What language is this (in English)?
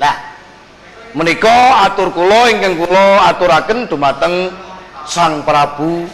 Javanese